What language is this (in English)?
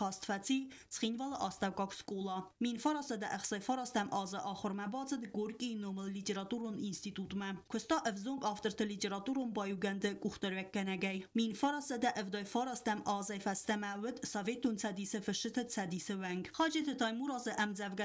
Ossetic